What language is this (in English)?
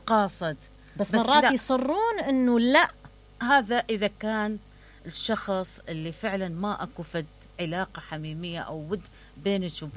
Mesopotamian Arabic